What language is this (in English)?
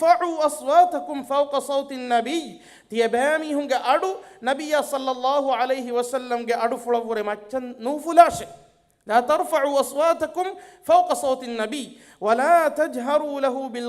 Divehi